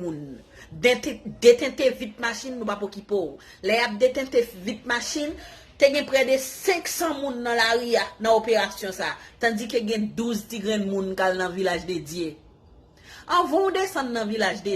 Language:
Haitian Creole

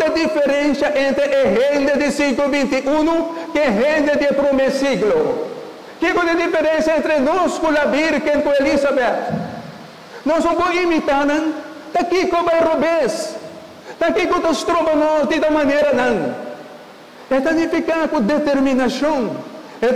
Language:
Papiamento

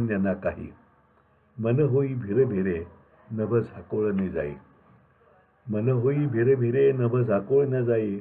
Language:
Marathi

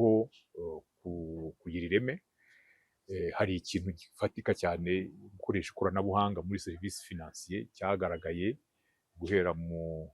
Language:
Kinyarwanda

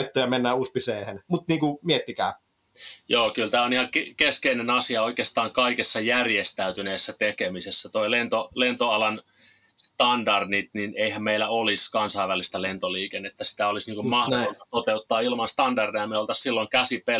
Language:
Finnish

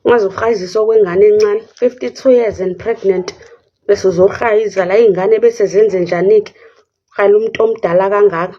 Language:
Zulu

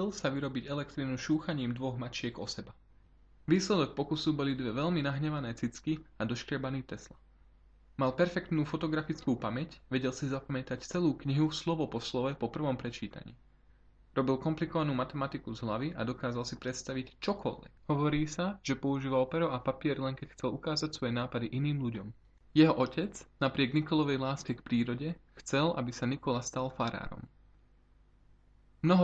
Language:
Slovak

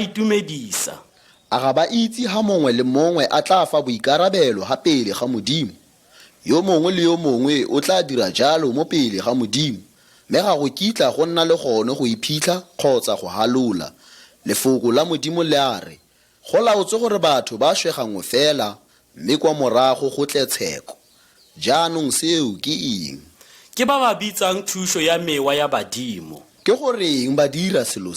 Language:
Tswana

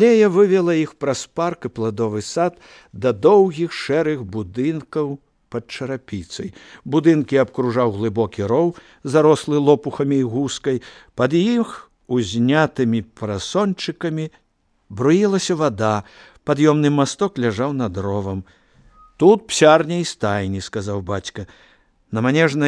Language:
Belarusian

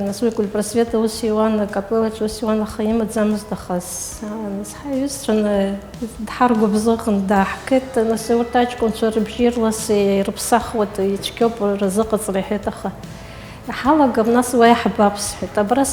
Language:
Abkhazian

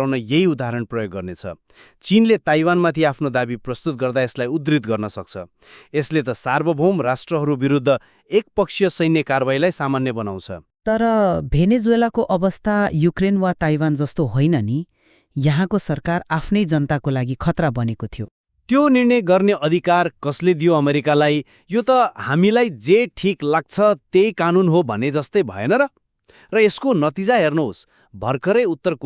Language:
Nepali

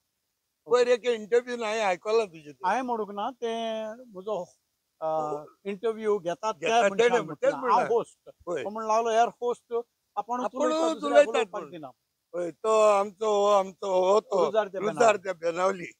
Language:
Konkani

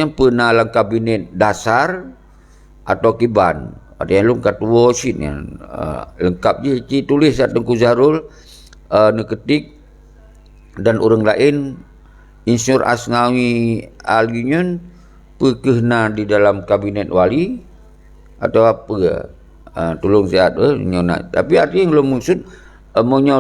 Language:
Achinese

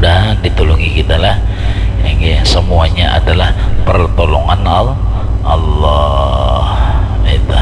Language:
Banjar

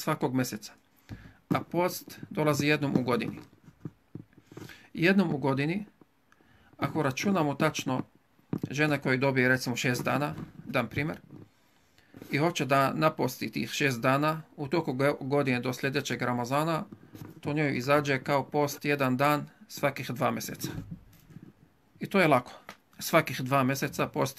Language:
Bosnian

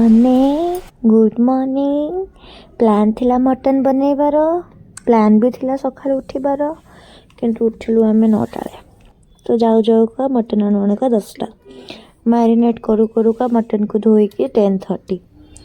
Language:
Odia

